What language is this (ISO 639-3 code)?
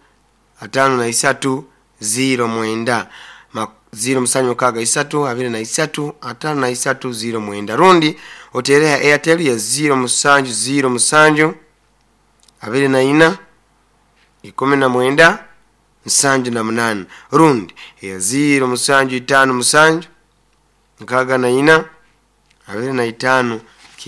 nyo